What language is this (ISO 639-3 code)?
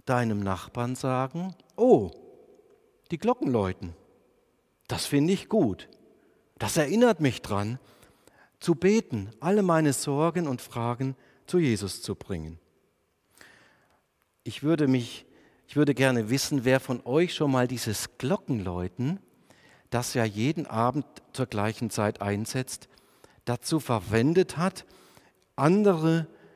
deu